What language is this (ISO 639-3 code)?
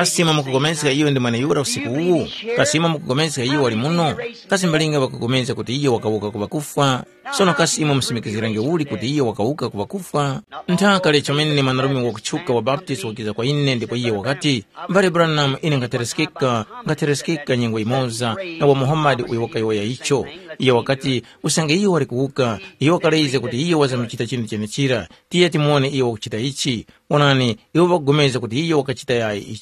tum